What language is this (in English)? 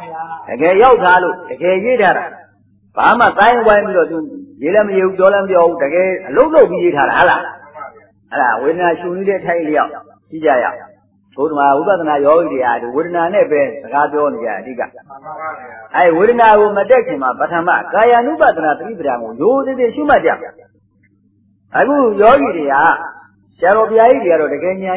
Burmese